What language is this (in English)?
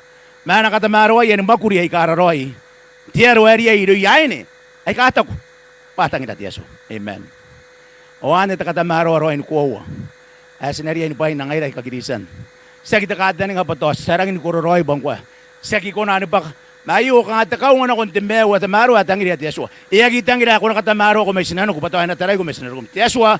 Gilbertese